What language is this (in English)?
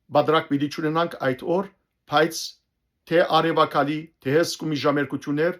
Western Armenian